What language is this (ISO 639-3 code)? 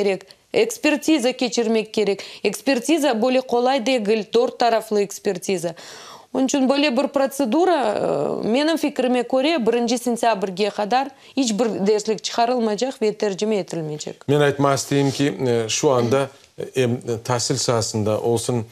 crh